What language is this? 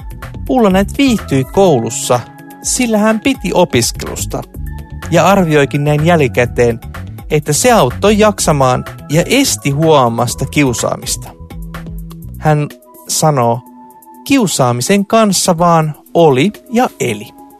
Finnish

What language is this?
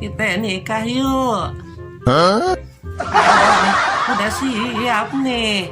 Betawi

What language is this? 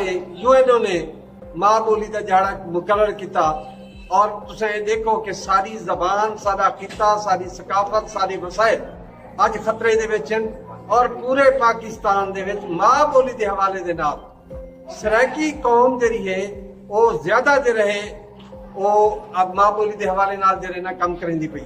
Saraiki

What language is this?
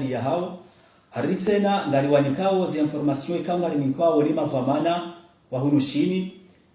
Ngazidja Comorian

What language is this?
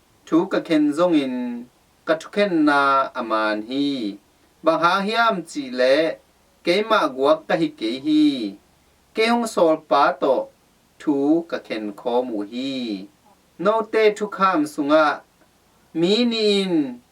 Tedim Chin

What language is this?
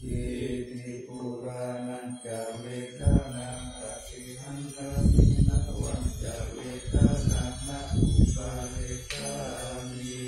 Pali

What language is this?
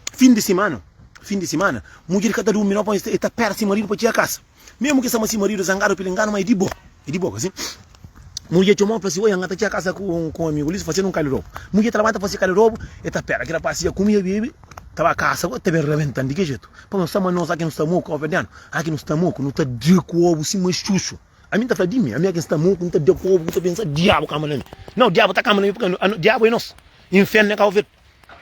Kabuverdianu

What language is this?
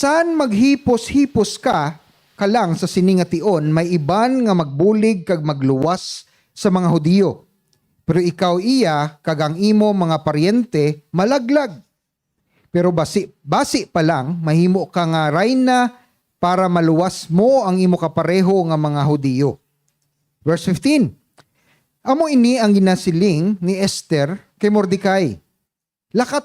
Hiligaynon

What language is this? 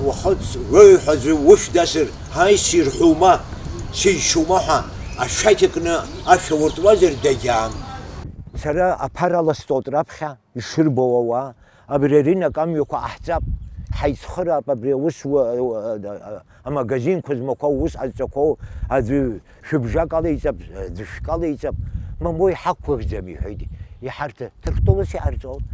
Abkhazian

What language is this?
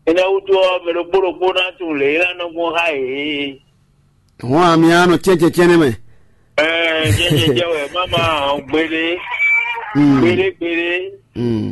Fon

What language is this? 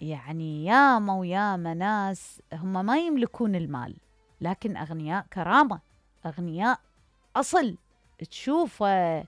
Mesopotamian Arabic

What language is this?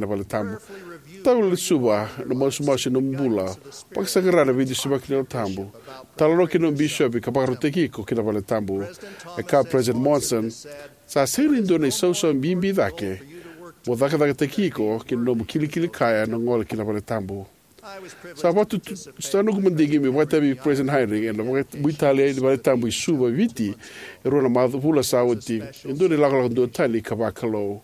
Fijian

